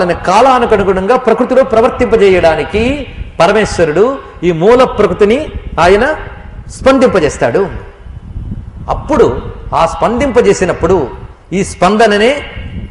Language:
Telugu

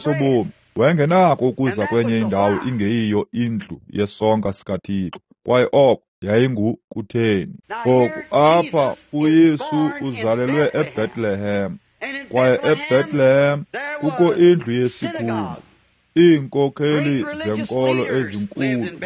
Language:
Xhosa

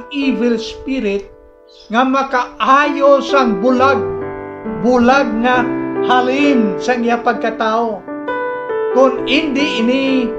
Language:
Hiligaynon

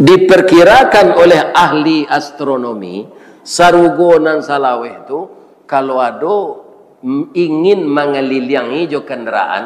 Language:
Minangkabau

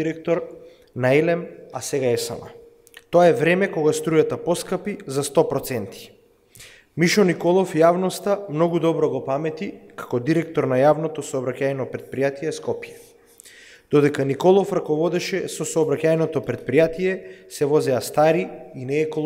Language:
Macedonian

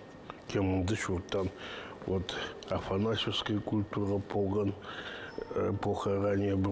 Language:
Khakas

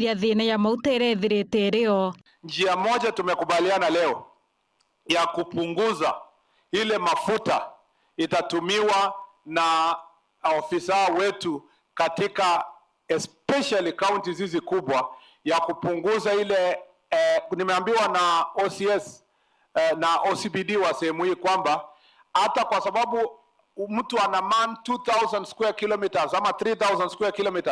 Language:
Meru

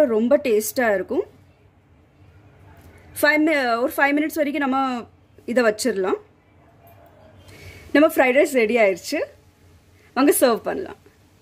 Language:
Tamil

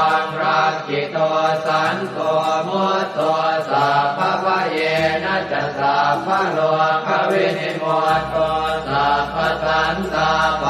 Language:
Pali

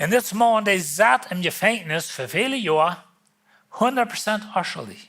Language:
Plautdietsch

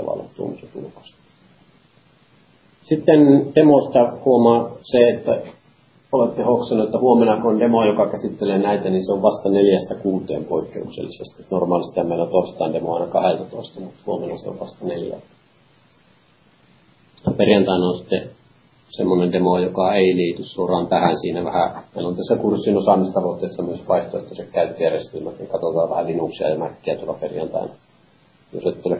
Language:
Finnish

